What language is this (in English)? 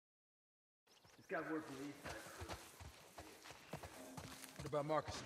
English